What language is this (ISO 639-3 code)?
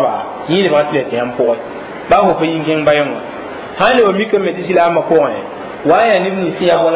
mos